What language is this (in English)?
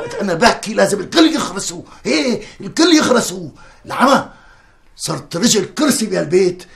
North Levantine Arabic